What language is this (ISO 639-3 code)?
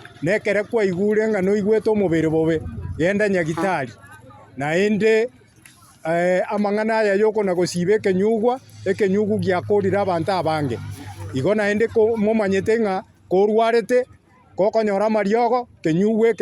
guz